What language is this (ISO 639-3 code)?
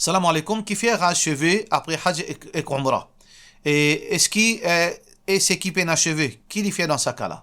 mfe